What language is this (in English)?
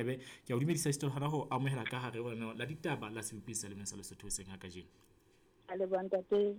Southern Sotho